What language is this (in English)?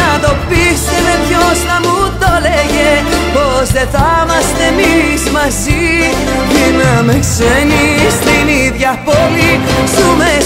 Greek